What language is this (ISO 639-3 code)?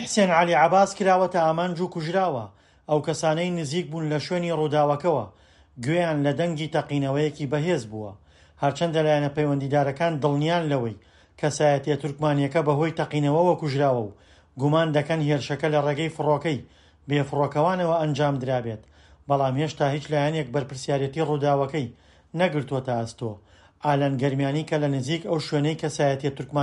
ckb